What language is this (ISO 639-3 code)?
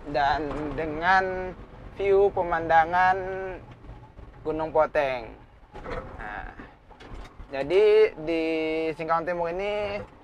ind